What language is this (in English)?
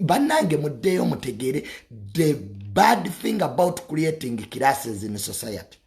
Ganda